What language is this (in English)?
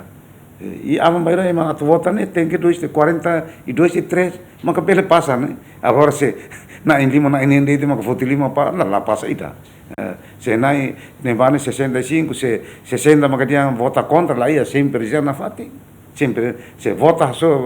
Tetum